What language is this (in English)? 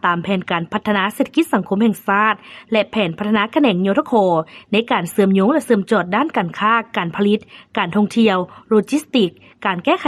Lao